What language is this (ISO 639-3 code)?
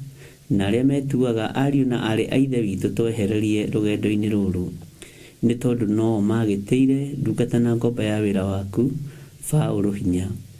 kik